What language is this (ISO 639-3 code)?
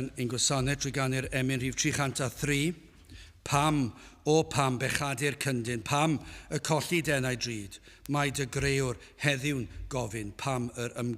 cym